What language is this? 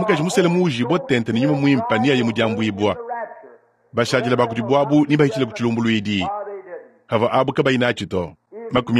Luba-Lulua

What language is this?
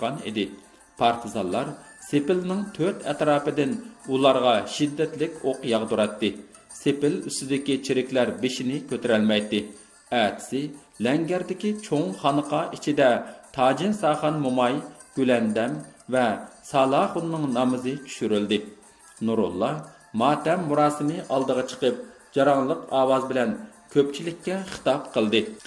Uyghur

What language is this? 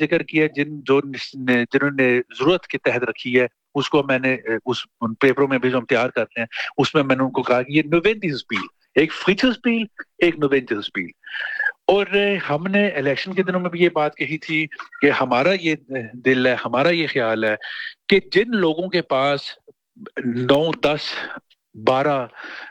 Urdu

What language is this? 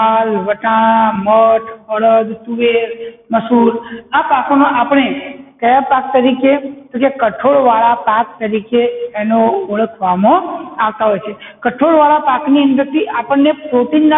Gujarati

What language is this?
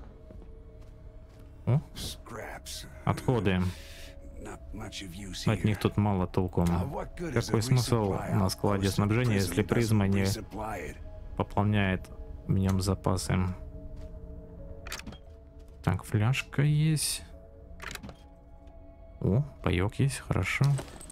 Russian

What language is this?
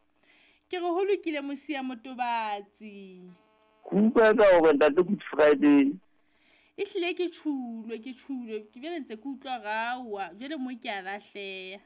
Southern Sotho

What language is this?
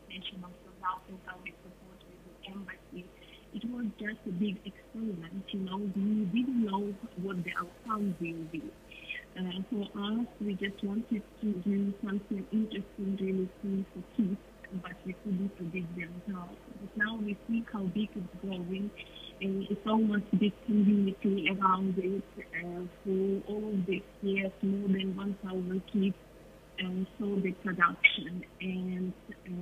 English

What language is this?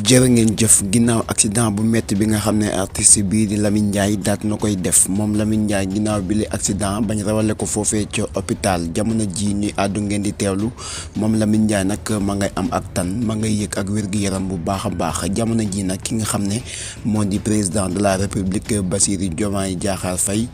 Wolof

